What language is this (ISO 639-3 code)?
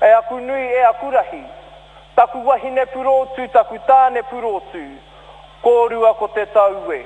mri